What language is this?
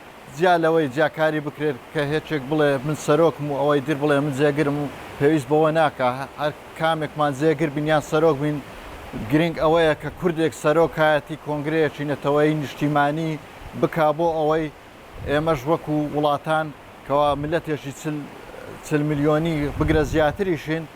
Central Kurdish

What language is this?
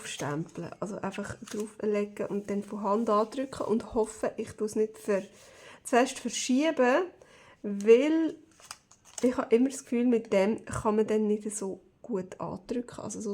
Swiss German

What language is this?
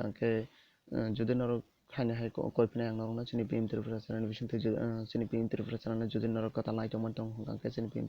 Kok Borok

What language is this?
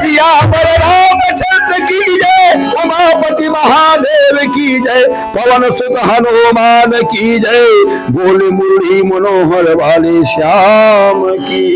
Chhattisgarhi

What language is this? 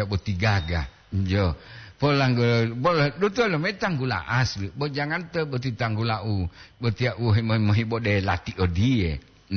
Gorontalo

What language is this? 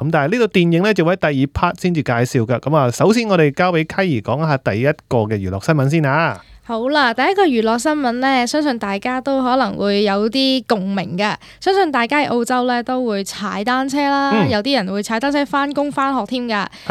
Cantonese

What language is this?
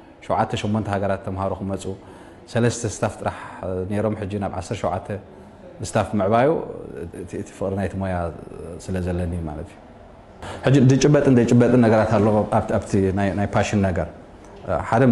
Tigrinya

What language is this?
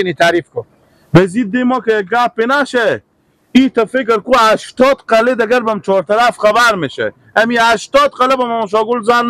Persian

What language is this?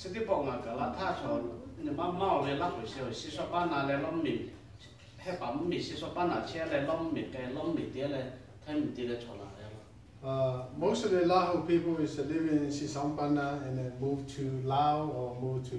Lahu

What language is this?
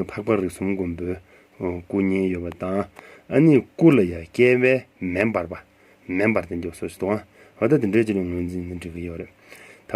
Tibetan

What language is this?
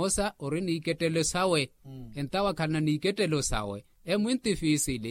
Makhuwa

